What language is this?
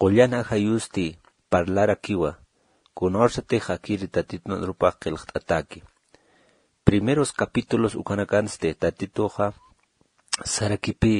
Aymara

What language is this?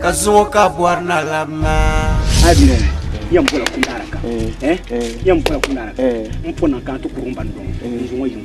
Dagbani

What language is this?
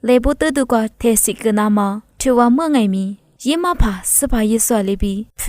Lisu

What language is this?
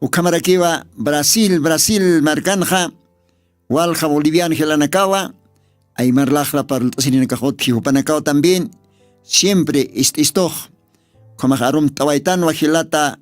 Aymara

